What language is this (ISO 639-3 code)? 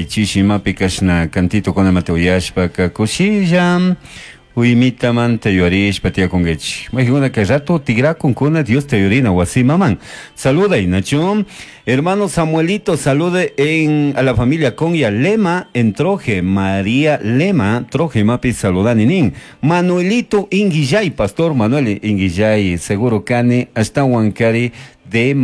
qug